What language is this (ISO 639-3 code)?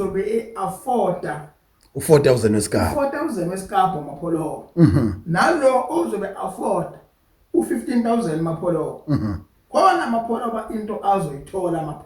zul